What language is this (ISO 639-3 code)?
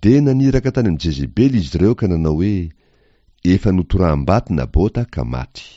mlg